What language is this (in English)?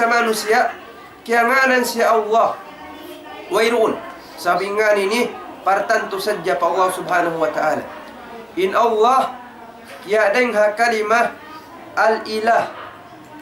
Tausug